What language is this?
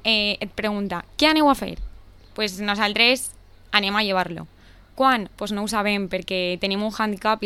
Catalan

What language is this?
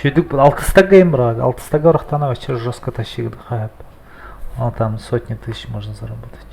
Yakut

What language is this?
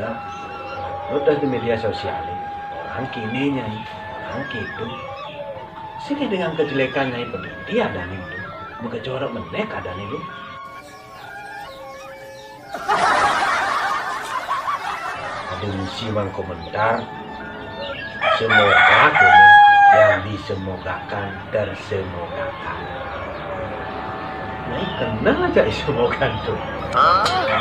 Balinese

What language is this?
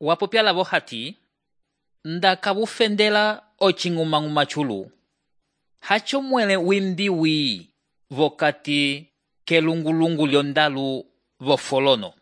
Umbundu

